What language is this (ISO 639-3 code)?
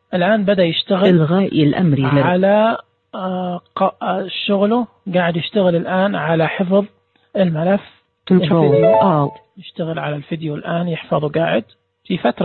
ars